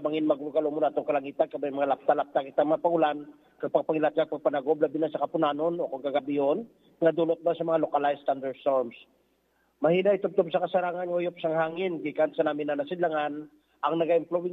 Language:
Hiligaynon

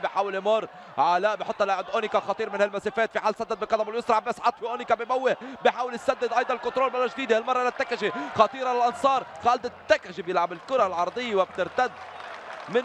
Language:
North Levantine Arabic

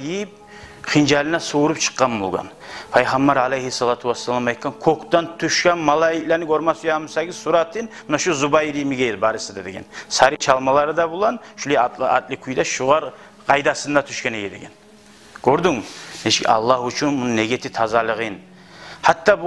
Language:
Kumyk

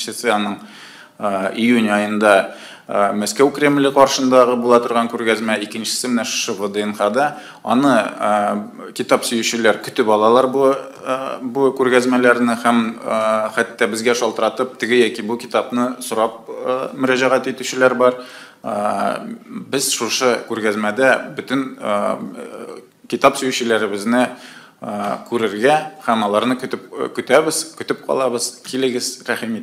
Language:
Tatar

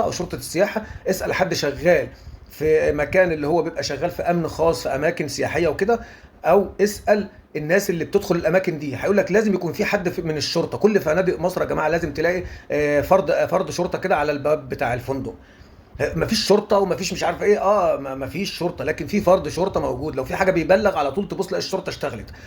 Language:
Egyptian Arabic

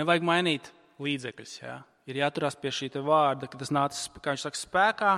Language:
Latvian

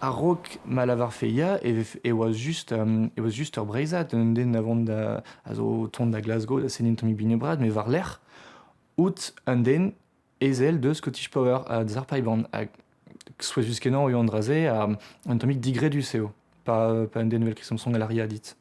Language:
Breton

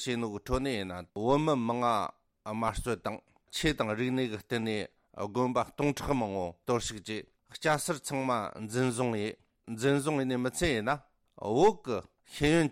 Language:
Tibetan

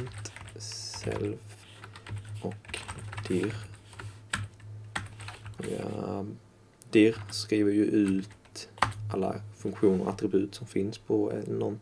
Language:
Swedish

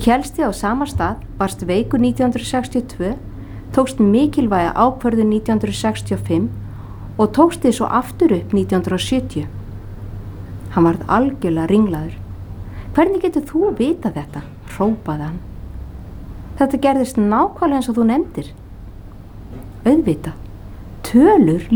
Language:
Icelandic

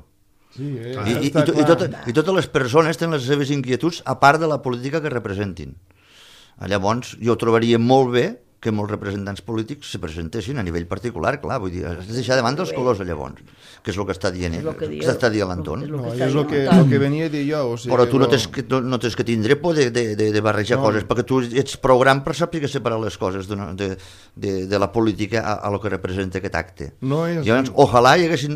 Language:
Catalan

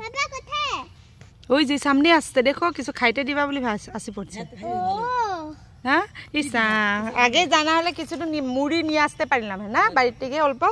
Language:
Assamese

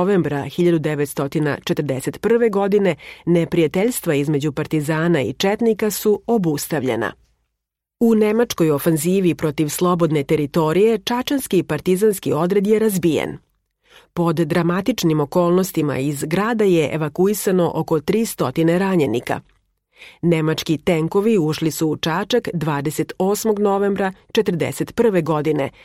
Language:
Serbian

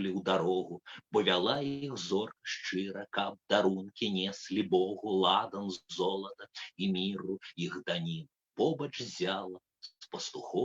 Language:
Belarusian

